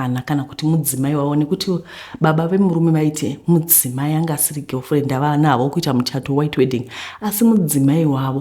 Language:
Shona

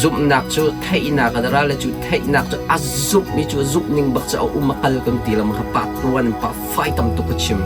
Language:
Hakha Chin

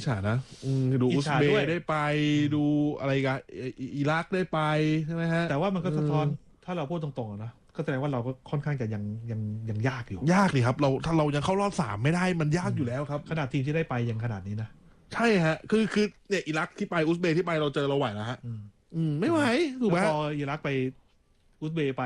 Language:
Thai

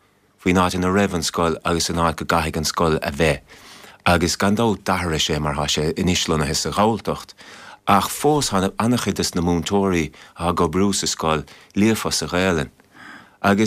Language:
Irish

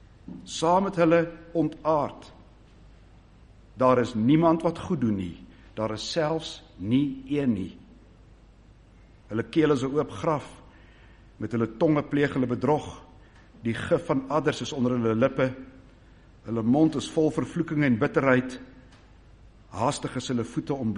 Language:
Afrikaans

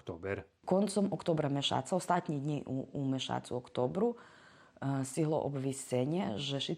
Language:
Rusyn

